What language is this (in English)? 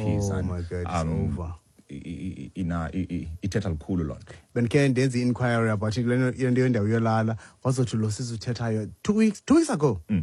Xhosa